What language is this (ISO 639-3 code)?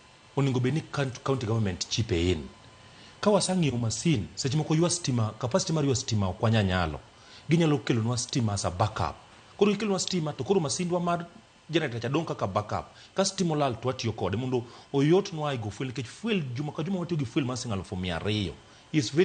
luo